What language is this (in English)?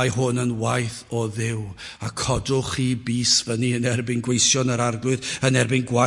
Welsh